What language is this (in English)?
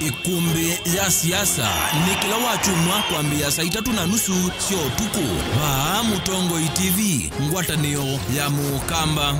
Kamba